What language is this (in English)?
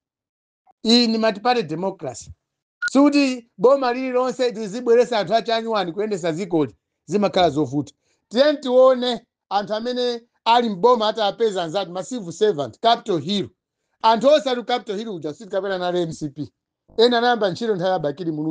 Nyanja